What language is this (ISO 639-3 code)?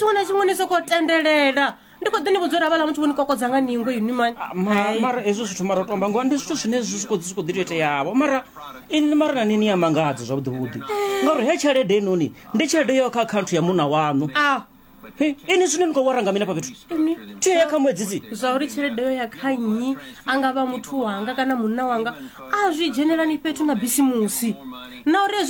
ven